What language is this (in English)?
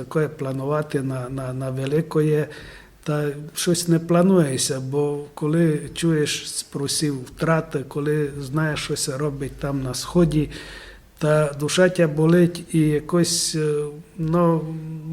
Rusyn